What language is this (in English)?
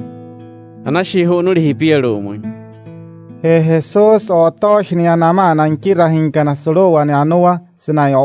Wayuu